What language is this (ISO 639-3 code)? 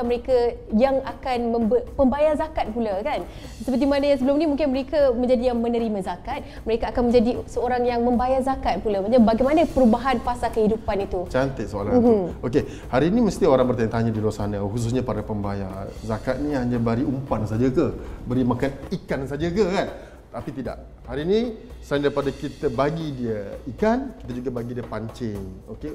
msa